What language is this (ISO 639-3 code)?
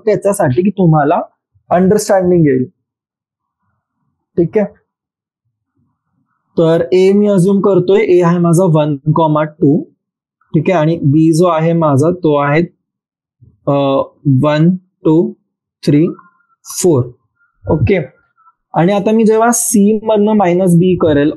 mar